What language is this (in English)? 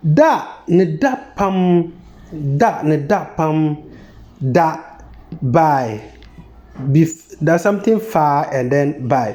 Konkomba